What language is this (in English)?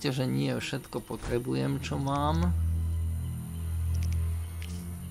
Slovak